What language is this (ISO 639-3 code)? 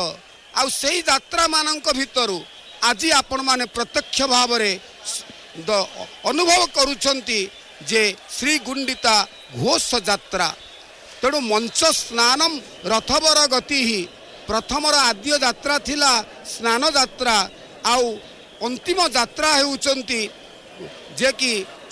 ori